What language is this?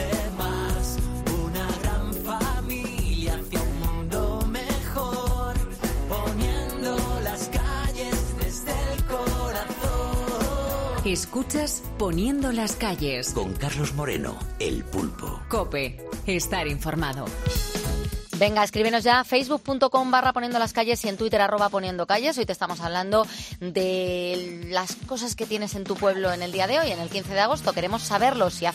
Spanish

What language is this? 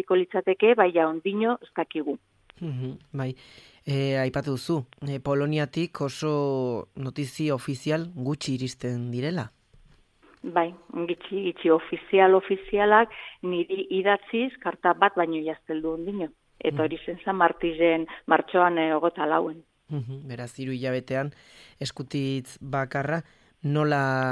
Basque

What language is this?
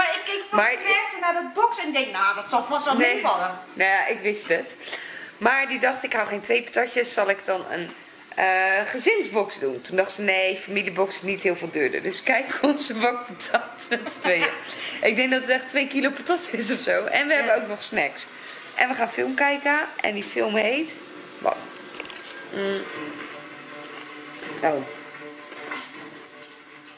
Dutch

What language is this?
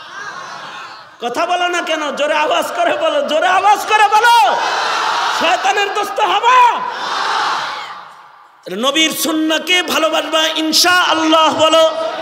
Bangla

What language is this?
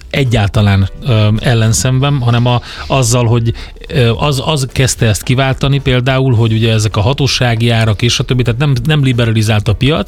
Hungarian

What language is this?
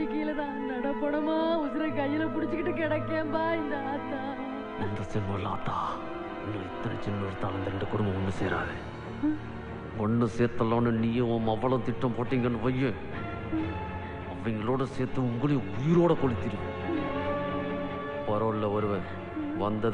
Tamil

